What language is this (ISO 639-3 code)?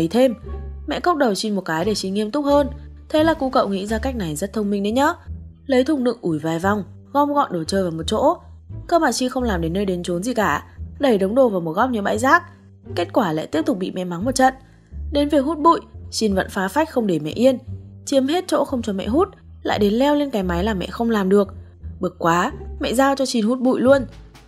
vie